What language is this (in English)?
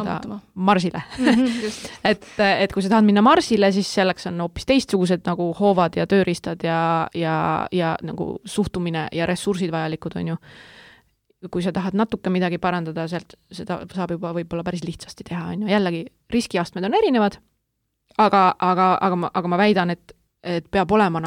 Estonian